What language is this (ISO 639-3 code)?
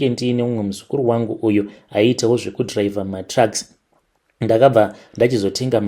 sna